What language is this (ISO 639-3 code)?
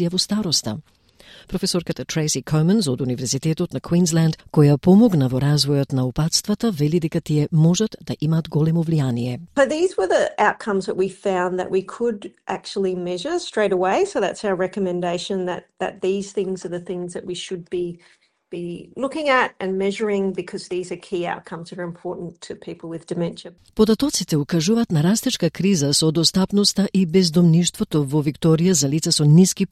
mkd